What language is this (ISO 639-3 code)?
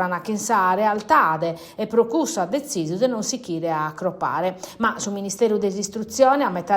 srd